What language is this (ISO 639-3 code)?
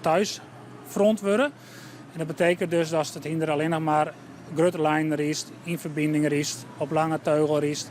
fry